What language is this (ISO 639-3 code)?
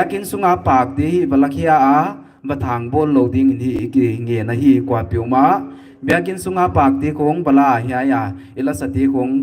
pck